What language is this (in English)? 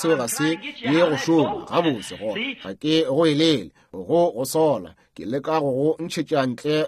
Northern Sotho